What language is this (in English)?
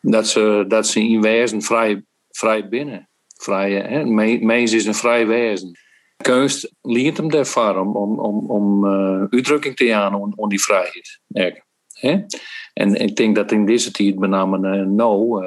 Western Frisian